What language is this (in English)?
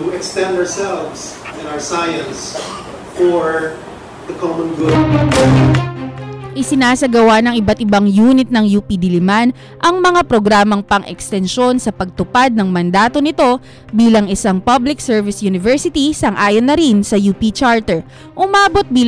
Filipino